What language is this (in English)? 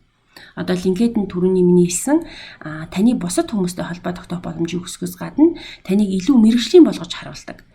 Mongolian